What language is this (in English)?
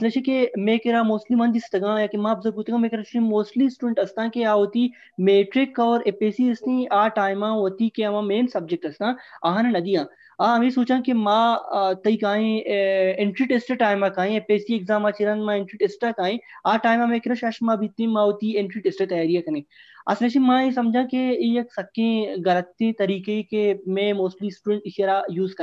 Baluchi